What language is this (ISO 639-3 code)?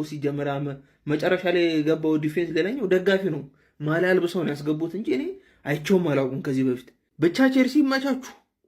amh